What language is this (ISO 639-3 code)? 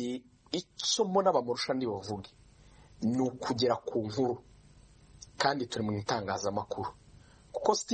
kin